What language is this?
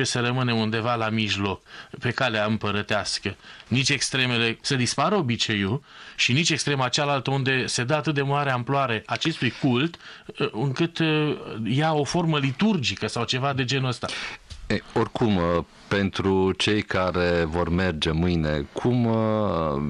Romanian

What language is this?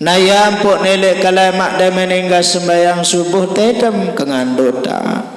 Sasak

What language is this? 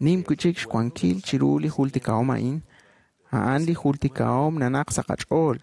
Kekchí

